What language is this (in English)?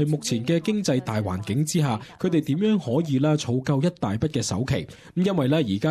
Cantonese